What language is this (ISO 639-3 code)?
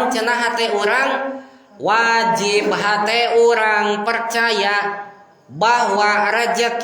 sun